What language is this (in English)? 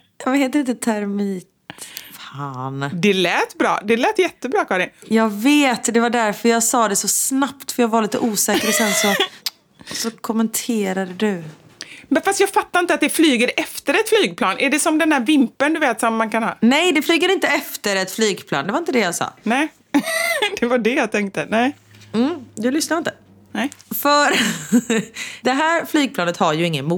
Swedish